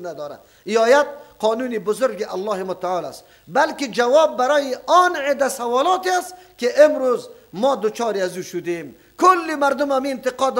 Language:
Persian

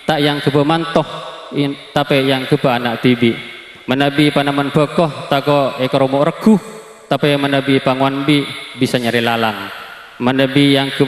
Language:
Madurese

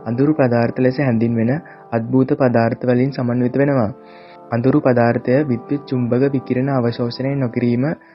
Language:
Sinhala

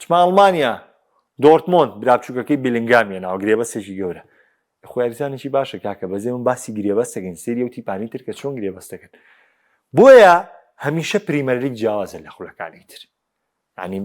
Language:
Central Kurdish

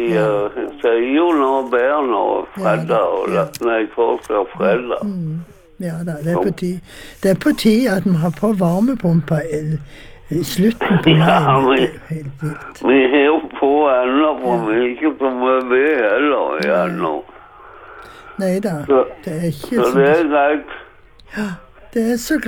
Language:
Norwegian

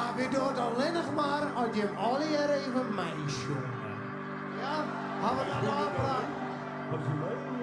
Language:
Western Frisian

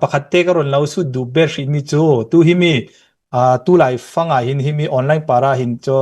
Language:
Hakha Chin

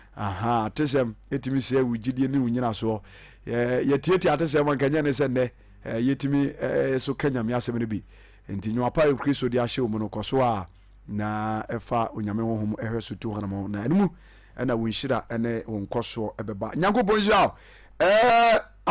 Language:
Akan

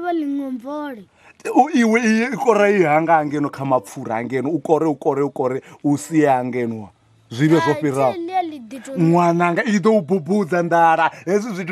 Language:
Venda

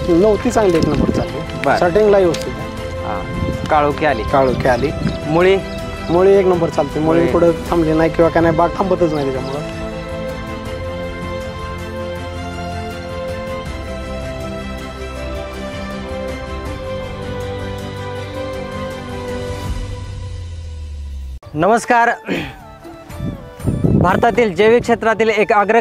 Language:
Marathi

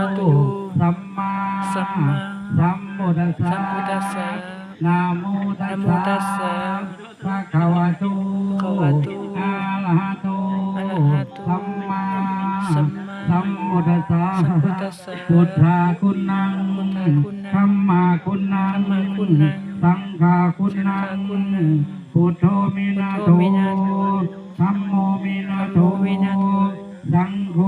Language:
Pali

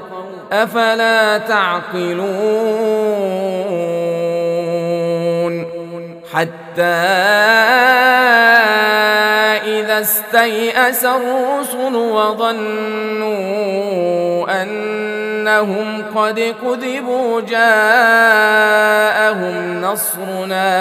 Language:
Arabic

